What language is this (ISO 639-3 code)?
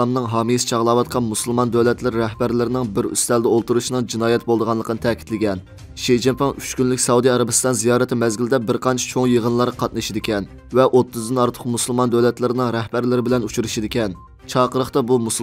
uig